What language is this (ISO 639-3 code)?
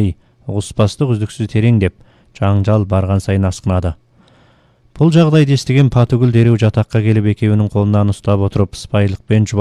kaz